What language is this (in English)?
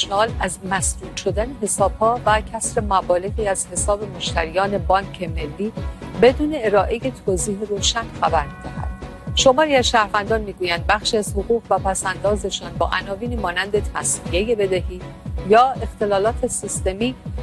Persian